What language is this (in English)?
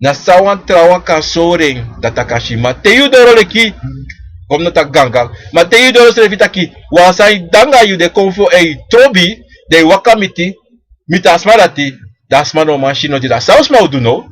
Sranan Tongo